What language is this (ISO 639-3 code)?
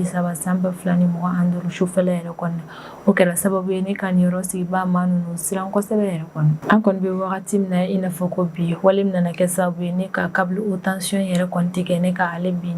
bam